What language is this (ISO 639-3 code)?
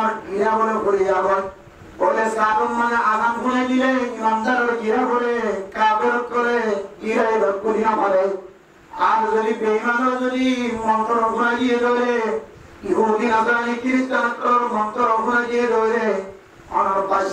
rhg